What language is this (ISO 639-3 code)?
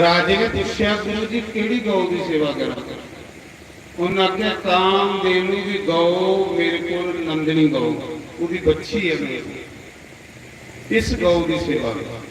doi